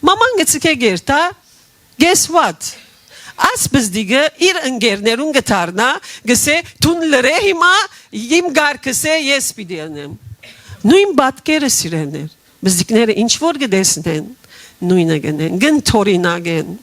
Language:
Western Armenian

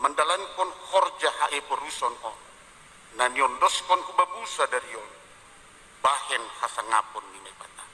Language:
Batak Simalungun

